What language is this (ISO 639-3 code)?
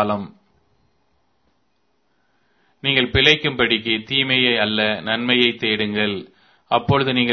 tam